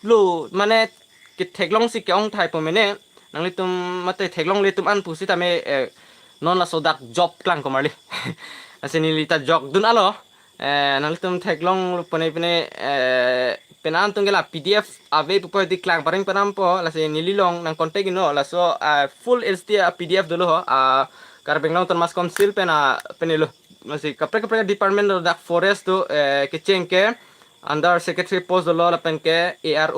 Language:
Karbi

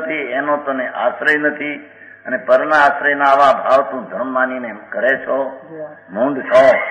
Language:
Gujarati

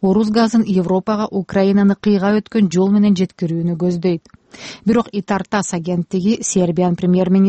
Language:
Kyrgyz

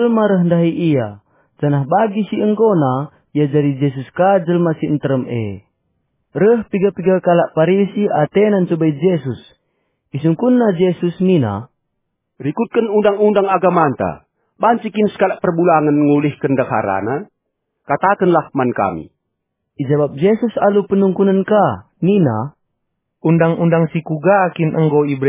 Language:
Batak Karo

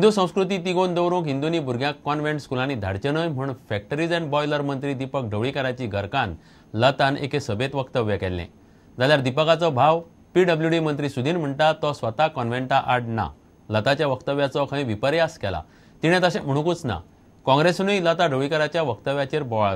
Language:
Konkani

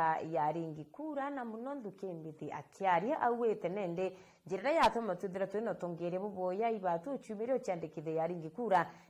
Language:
Meru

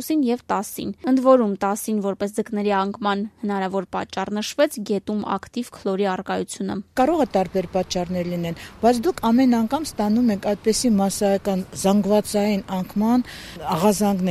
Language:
Armenian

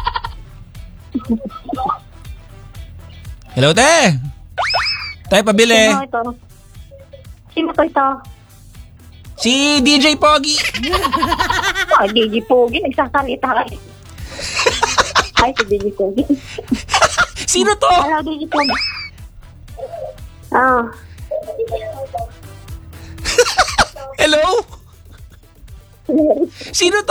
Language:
Filipino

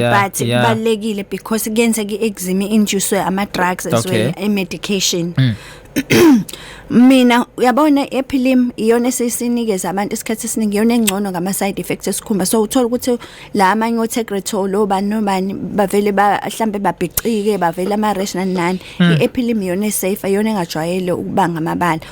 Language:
Zulu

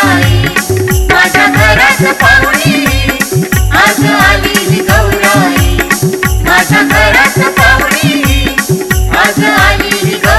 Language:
Marathi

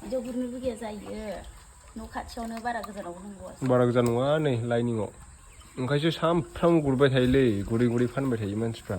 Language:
Bodo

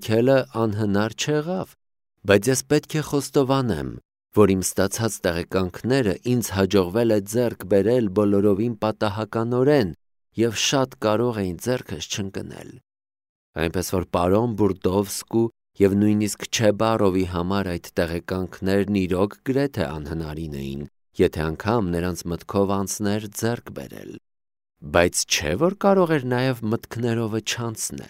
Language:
Armenian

